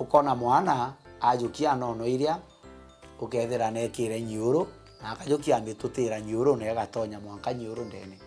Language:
Meru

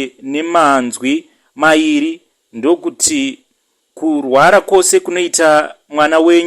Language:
Shona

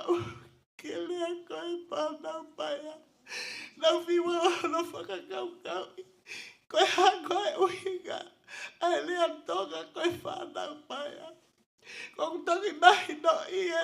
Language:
Tongan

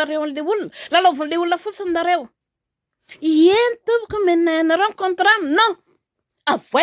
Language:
Malagasy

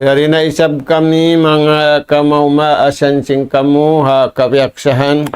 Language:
Tausug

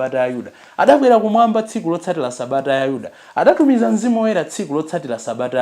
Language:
Nyanja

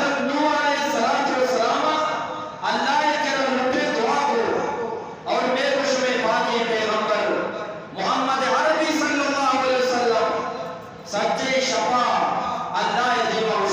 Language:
Eastern Balochi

